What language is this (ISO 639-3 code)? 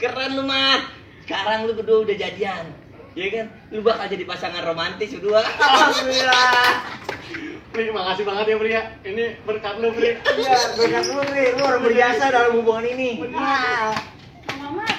bew